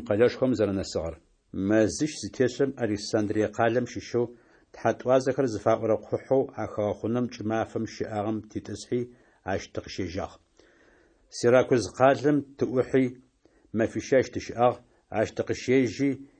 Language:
Adyghe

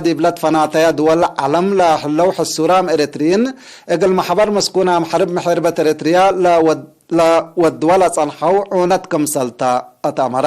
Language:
Tigre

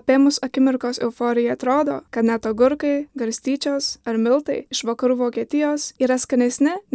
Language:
Lithuanian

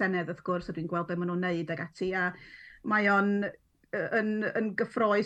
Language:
Welsh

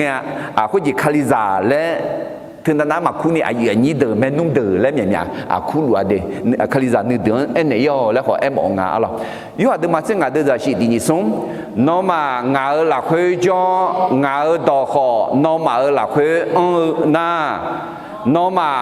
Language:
Akha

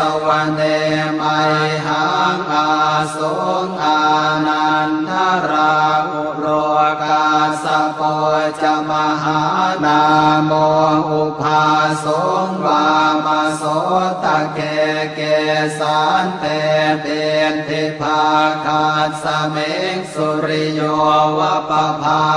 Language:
Pali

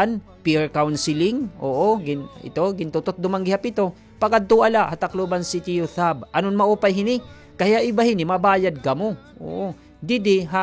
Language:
Waray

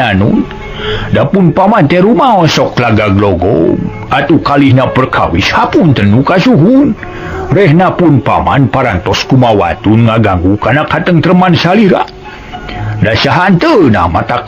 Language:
Sundanese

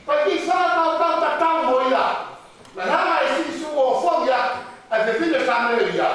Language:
Tongan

